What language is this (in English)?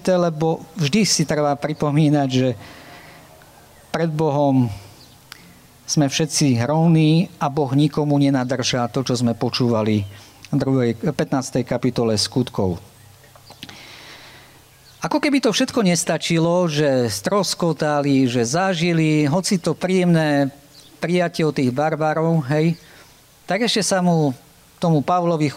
Slovak